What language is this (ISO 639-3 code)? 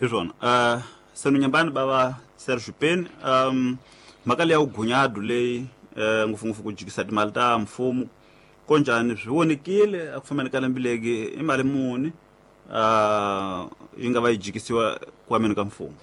tso